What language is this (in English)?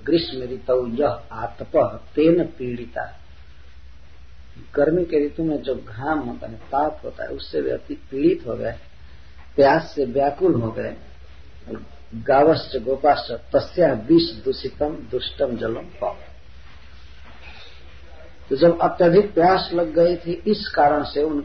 Hindi